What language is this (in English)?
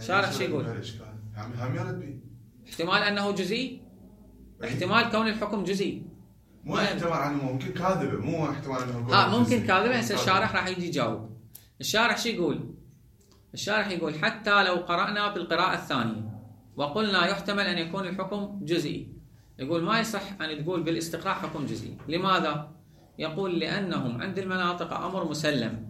Mesopotamian Arabic